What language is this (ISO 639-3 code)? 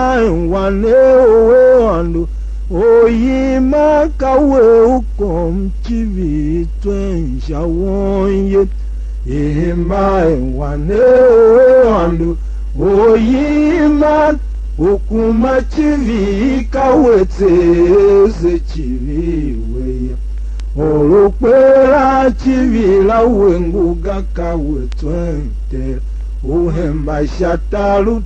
tiv